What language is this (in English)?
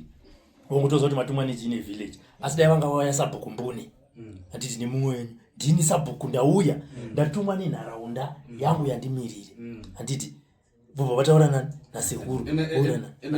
Shona